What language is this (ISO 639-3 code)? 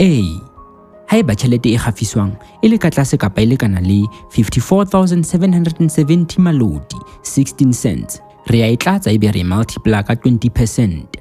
sot